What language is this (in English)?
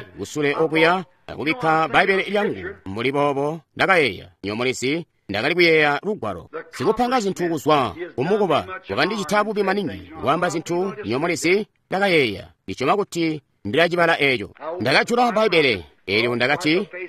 Tonga (Zambia)